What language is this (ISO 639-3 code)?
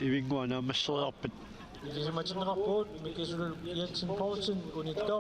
kal